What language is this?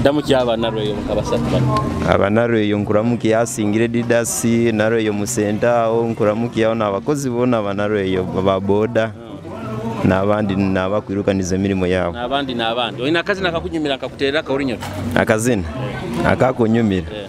Nyoro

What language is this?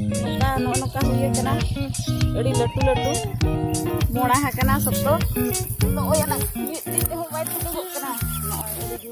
Santali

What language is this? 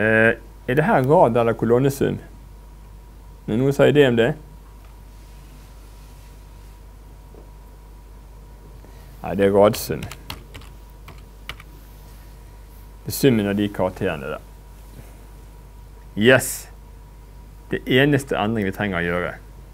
Norwegian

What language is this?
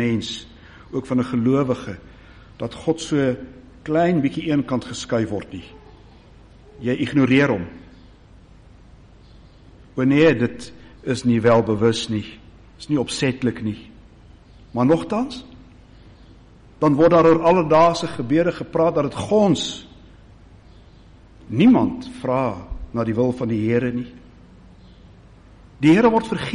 Afrikaans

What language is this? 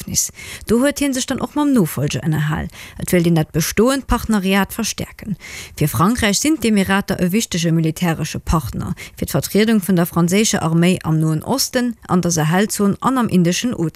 Luxembourgish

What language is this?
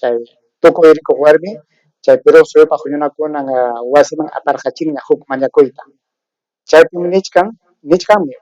Ayacucho Quechua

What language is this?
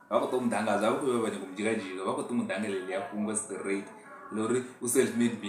Venda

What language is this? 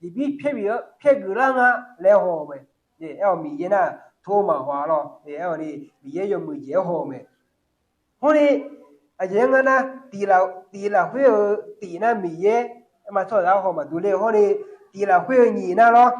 Akha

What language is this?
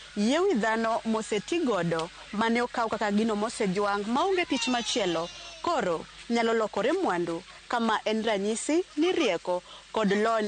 Luo (Kenya and Tanzania)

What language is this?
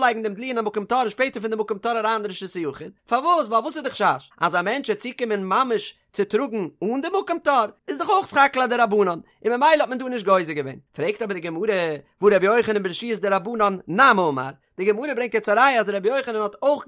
Yiddish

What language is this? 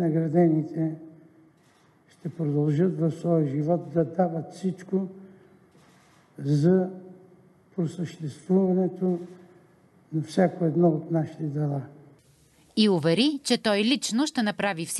Bulgarian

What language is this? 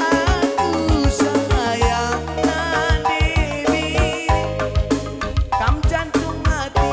Batak Karo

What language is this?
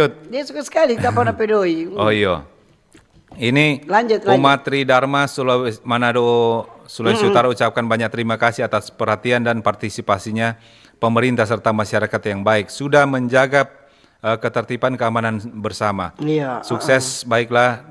Manado Malay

